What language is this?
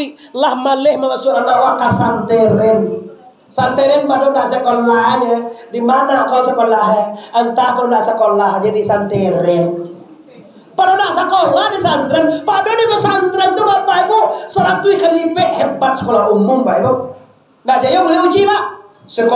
Minangkabau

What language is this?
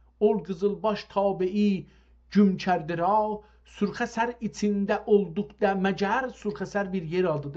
South Azerbaijani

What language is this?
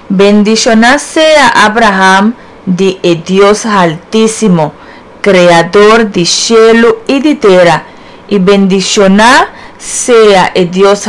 Papiamento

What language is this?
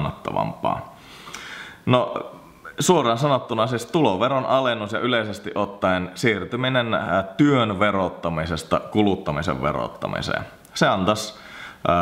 Finnish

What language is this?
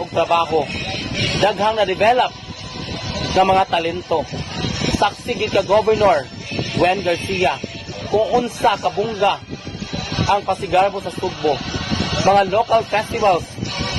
Cebuano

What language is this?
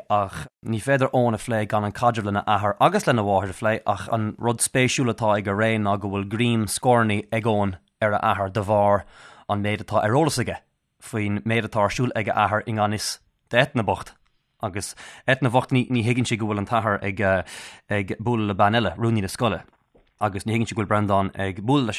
Irish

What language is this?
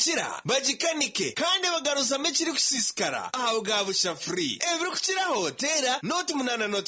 Nyankole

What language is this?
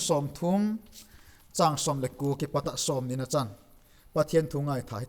Vaiphei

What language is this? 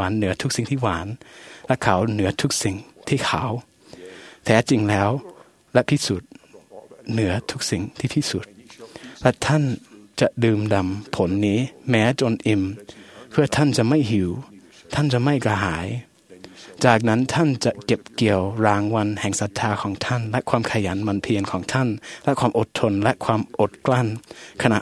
Thai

